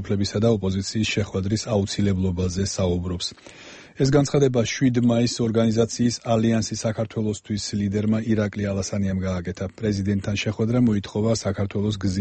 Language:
Georgian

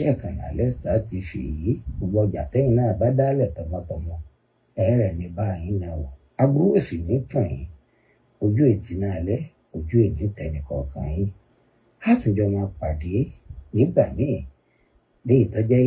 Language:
Yoruba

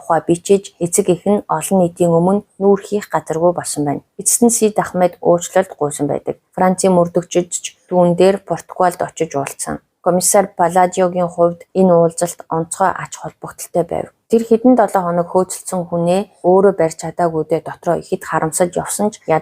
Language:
Mongolian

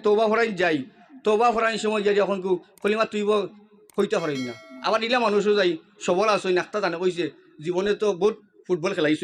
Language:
Sylheti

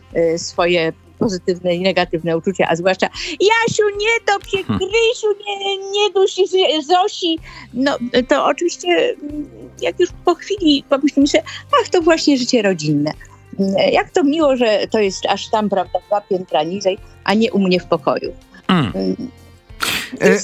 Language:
Polish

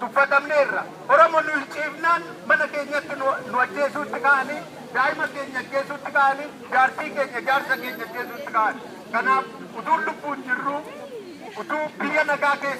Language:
Oromo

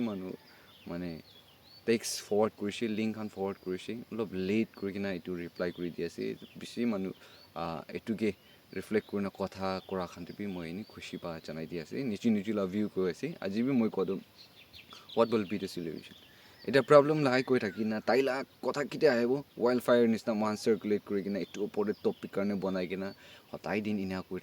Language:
Naga Pidgin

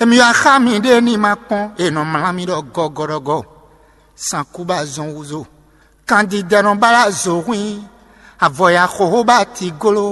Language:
Fon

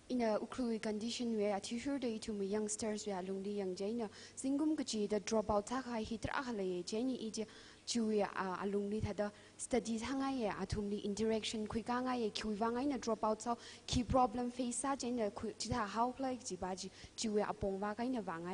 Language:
Tangkhul Naga (India)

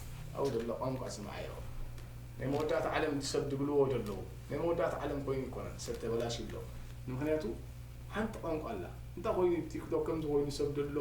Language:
Tigrinya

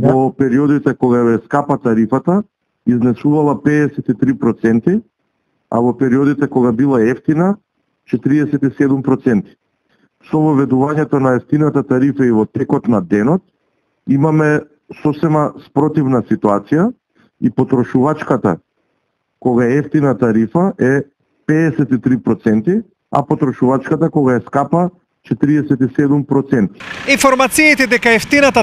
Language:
Macedonian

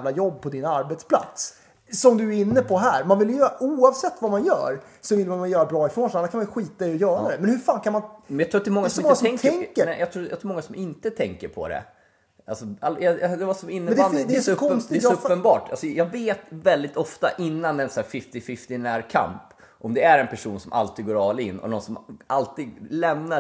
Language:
Swedish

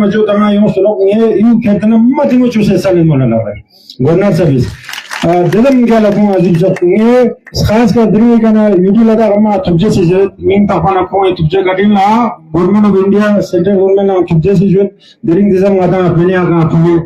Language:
Ladakhi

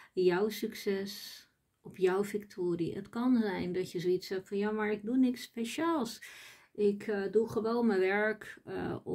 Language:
Dutch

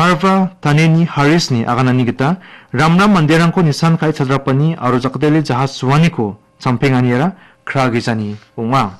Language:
Garo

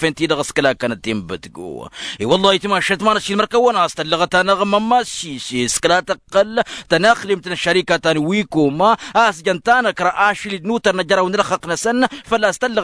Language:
Tamasheq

